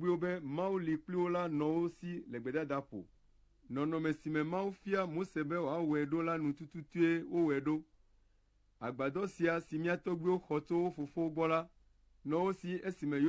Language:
Ewe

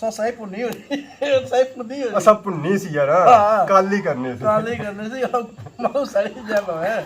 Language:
Pahari-Potwari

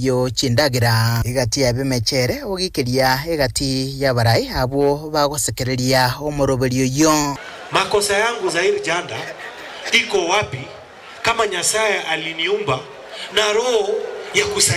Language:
Gusii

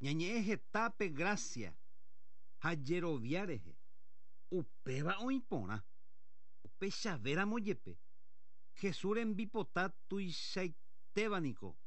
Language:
Guarani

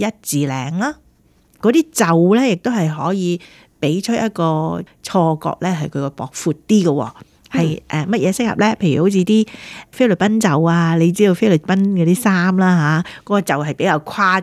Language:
Cantonese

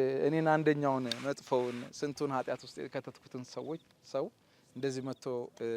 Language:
Amharic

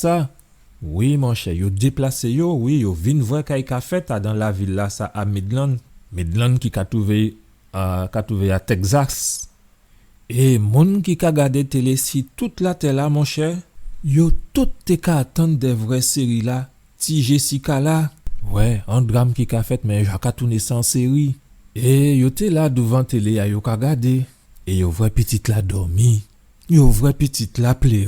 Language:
Guadeloupean Creole French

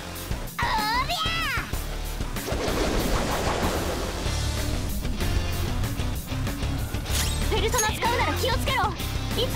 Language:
Japanese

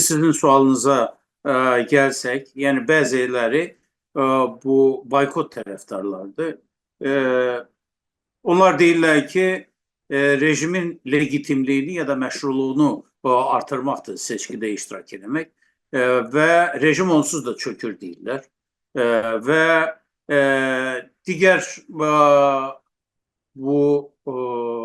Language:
South Azerbaijani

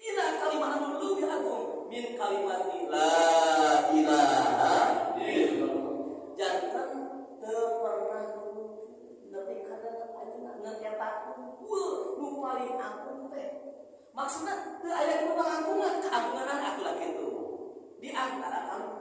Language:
Sundanese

